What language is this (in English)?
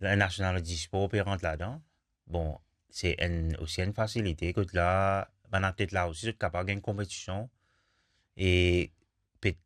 Morisyen